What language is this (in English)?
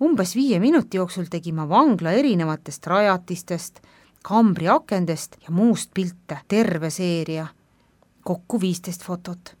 Estonian